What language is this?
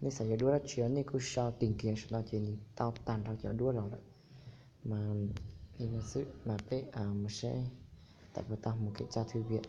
Hmong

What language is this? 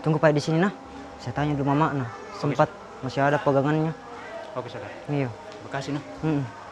Makassar Malay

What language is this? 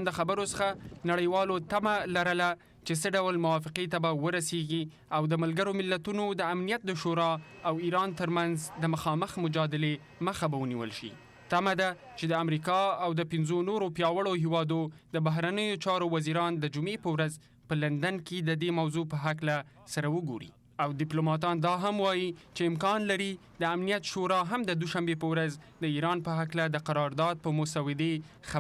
Pashto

